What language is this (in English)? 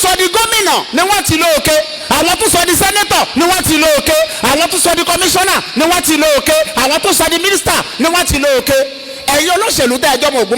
Yoruba